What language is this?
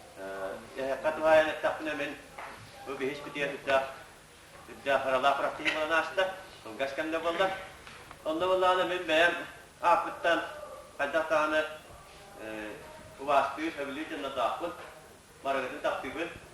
Yakut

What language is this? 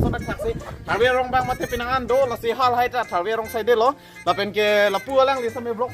Karbi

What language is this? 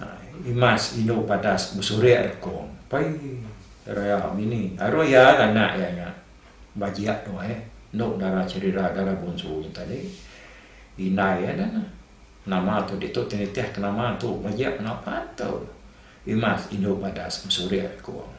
Iban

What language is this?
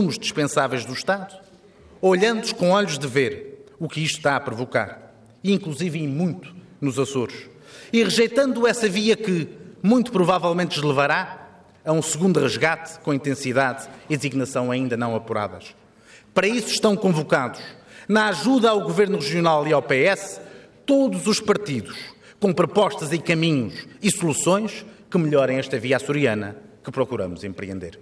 Portuguese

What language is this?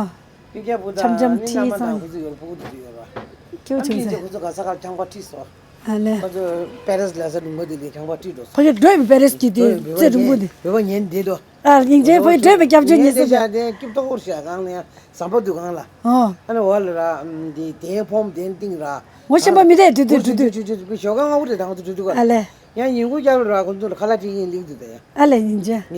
Tibetan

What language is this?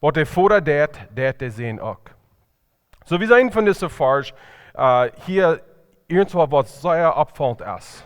Plautdietsch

